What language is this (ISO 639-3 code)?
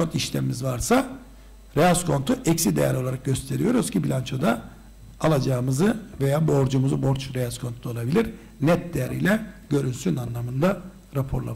tur